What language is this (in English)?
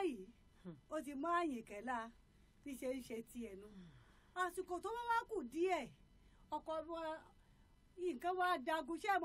Yoruba